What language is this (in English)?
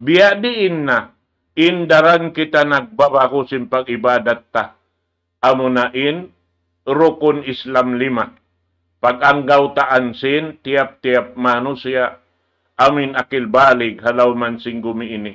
Tausug